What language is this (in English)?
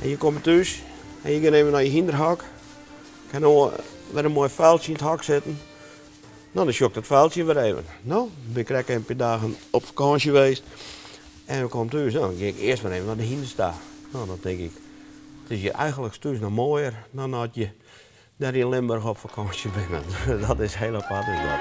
Western Frisian